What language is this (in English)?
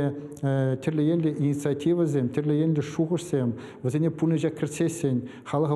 Chuvash